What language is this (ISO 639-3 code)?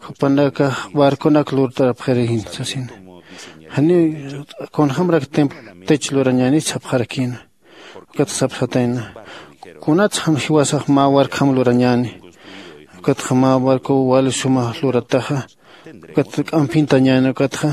aym